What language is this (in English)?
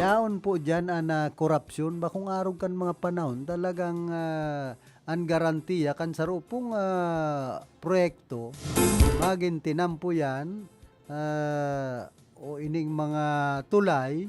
Bikol